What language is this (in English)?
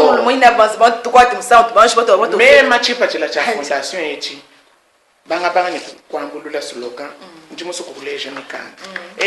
Luba-Lulua